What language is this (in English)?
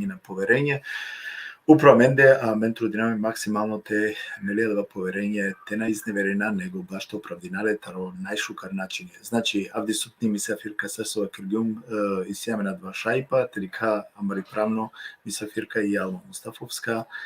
Balkan Romani